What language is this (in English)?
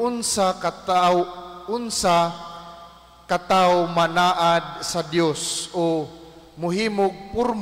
Cebuano